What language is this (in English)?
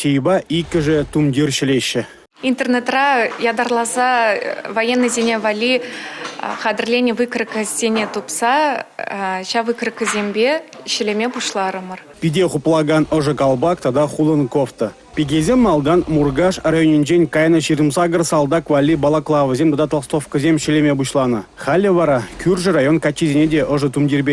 Chuvash